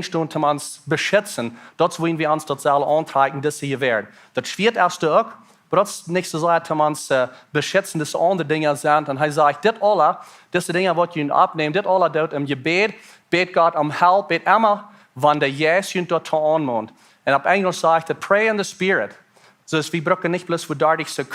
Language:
Plautdietsch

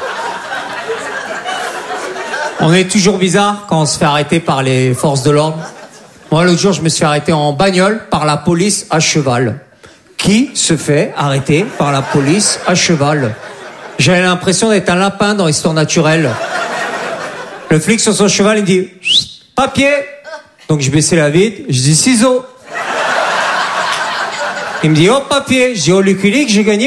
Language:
French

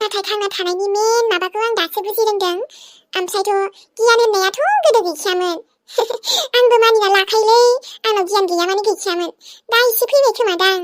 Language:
Bodo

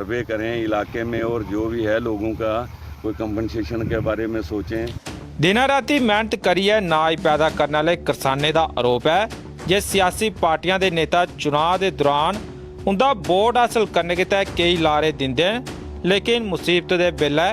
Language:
Dogri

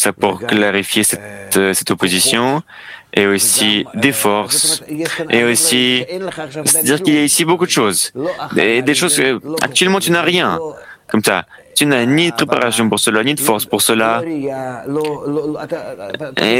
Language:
French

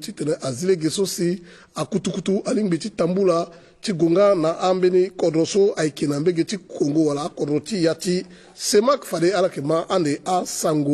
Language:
Sango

